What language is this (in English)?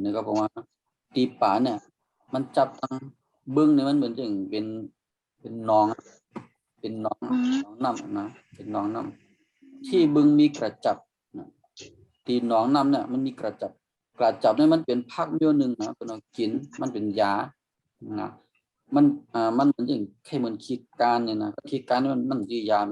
Shan